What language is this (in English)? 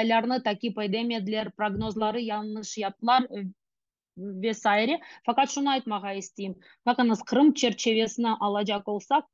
Crimean Tatar